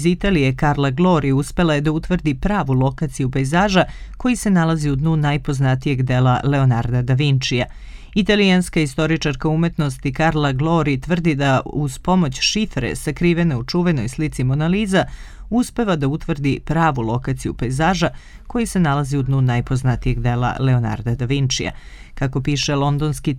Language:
Serbian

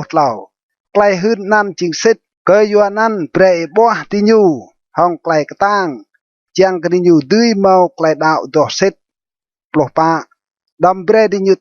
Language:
Rade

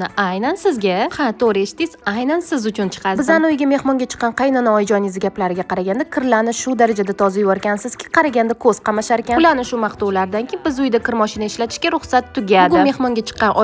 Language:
Uzbek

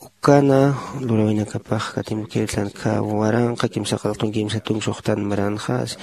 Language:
Aymara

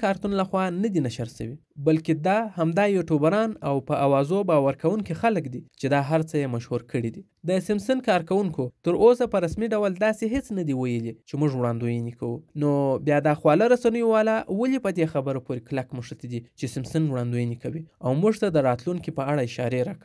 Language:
Pashto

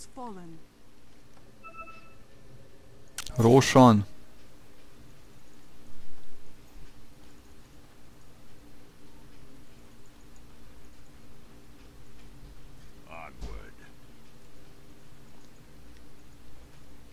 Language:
Croatian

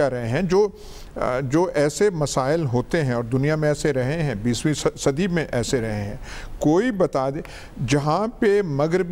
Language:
Urdu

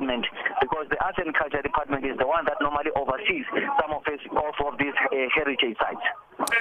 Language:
English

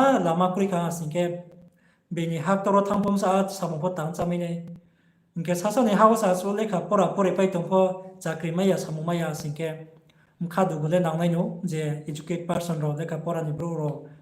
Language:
Riang (India)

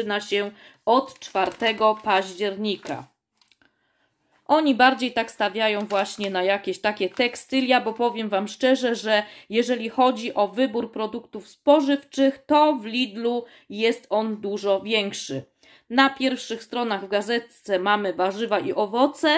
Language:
Polish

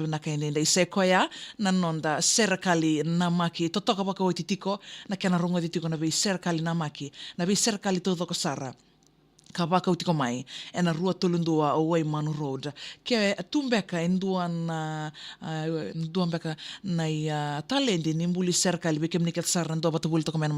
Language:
Fijian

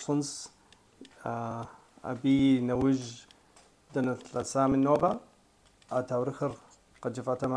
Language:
Kabardian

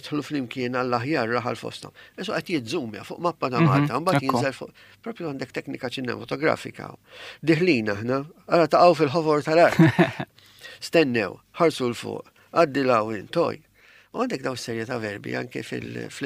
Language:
Maltese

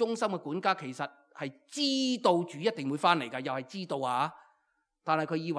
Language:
Cantonese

